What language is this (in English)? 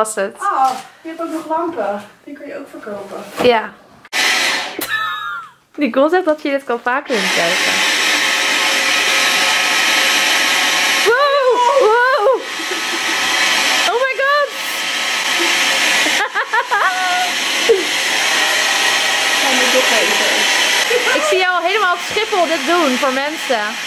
Dutch